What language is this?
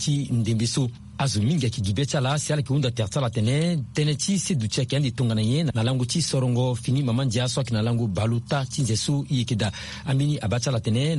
Sango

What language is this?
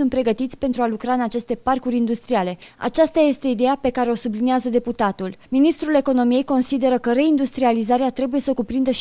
Romanian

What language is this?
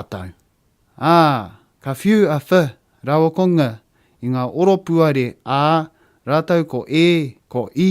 Māori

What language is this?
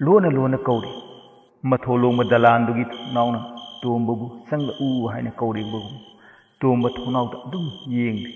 Manipuri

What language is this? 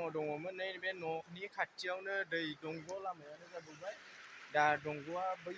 Bodo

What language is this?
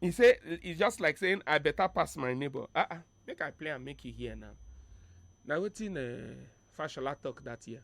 Nigerian Pidgin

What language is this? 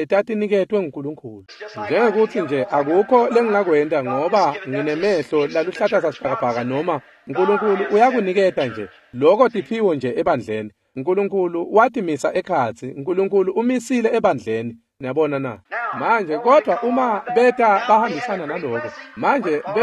Swati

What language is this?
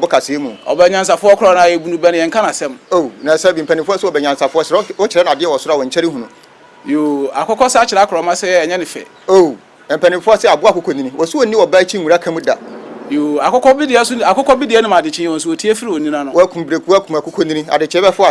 Akan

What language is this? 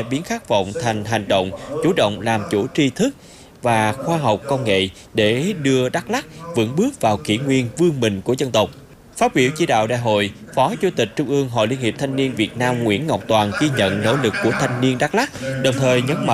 Vietnamese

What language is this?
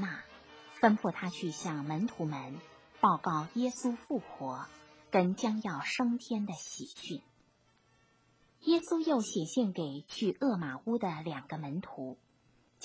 Chinese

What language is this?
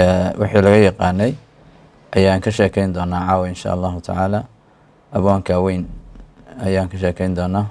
Somali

